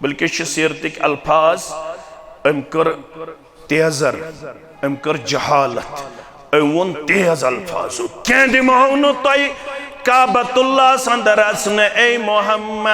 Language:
Kashmiri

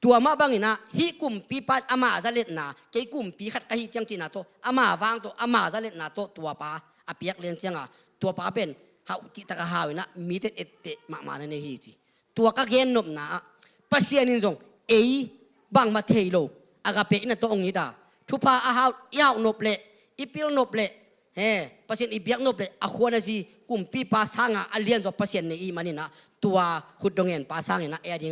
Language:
Tedim Chin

